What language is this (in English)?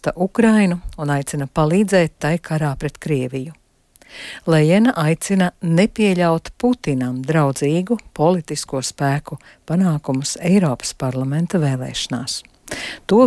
Latvian